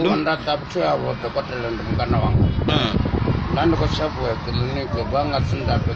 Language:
Venda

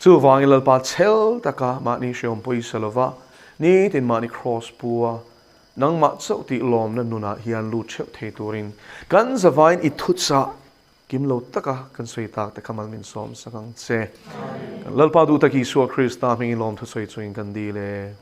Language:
Mizo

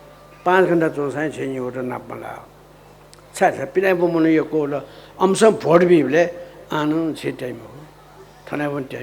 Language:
Newari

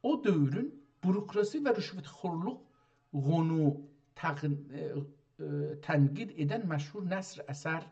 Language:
South Azerbaijani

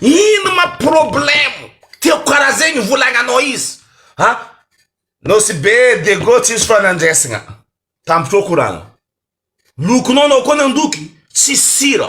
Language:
Malagasy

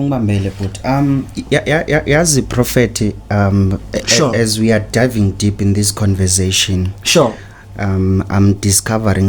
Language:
Zulu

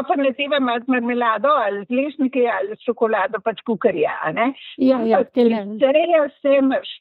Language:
Slovenian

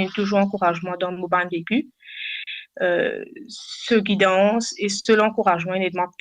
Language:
Morisyen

